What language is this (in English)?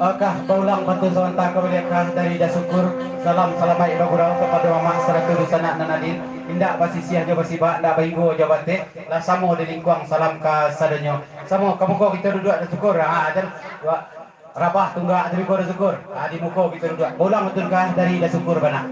Minangkabau